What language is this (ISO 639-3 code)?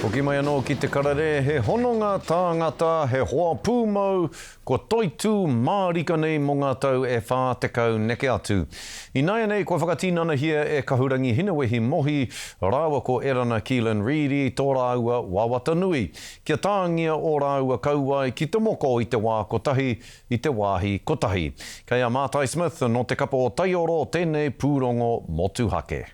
mri